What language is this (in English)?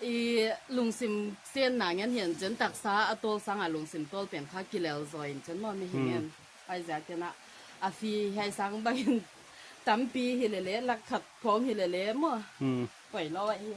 Paite Chin